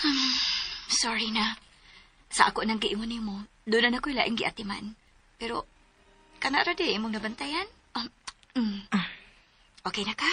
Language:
Cebuano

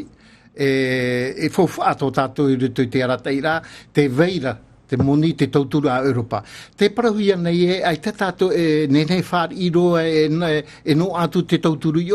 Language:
Tahitian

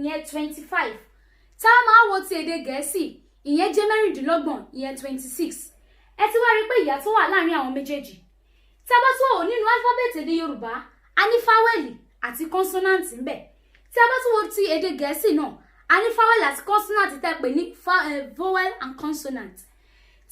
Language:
Yoruba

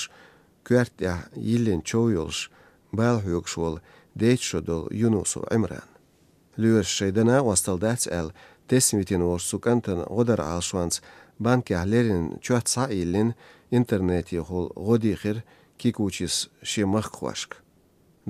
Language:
Chechen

